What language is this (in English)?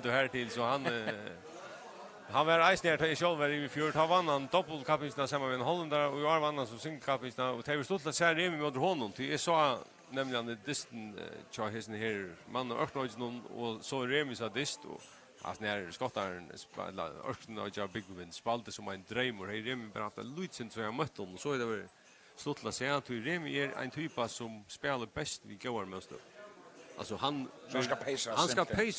Faroese